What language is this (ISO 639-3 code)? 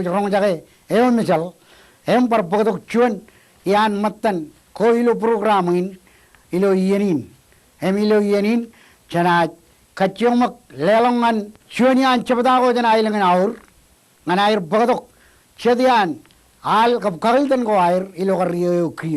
mah